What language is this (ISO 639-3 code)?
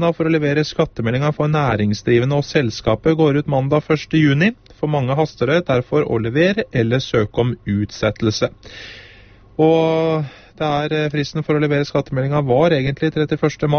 nor